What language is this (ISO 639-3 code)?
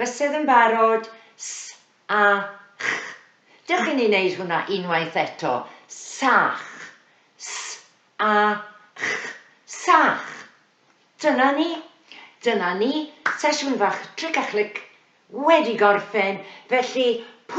cym